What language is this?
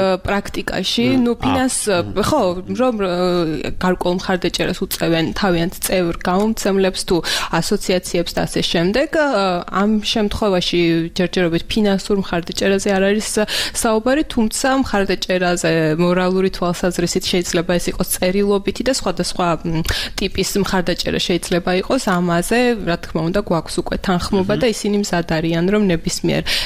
Georgian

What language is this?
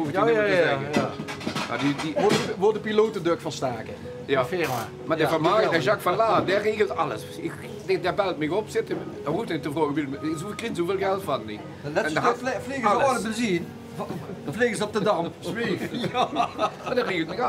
Limburgish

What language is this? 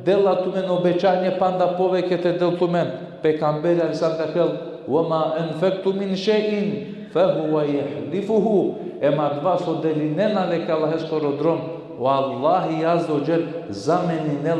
Balkan Romani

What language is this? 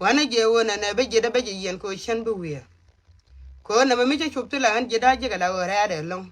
Nuer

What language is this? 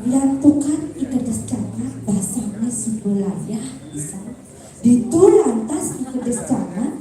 Balinese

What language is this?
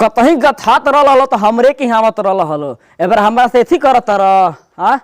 Bhojpuri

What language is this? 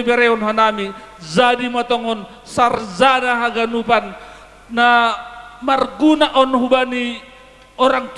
Batak Simalungun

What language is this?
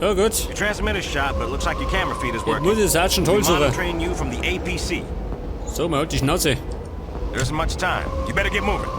Bavarian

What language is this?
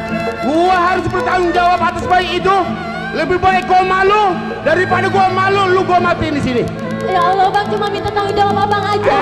Betawi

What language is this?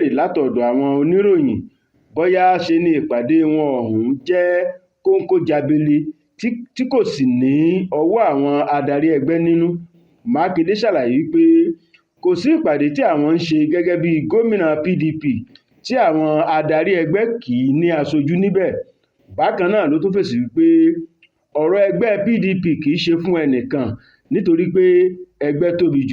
Yoruba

